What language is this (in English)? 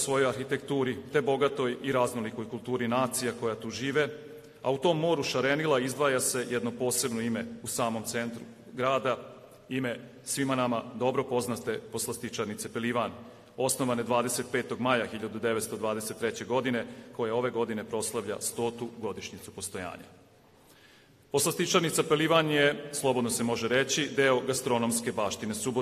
Serbian